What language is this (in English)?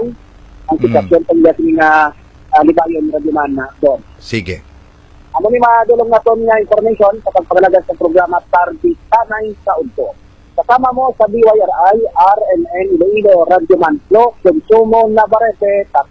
Hiligaynon